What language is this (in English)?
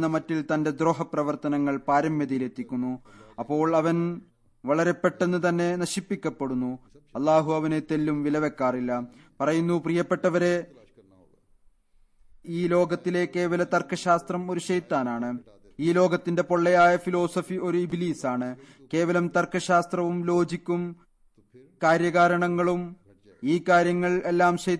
Malayalam